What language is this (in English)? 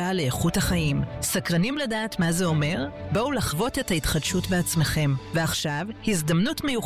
Hebrew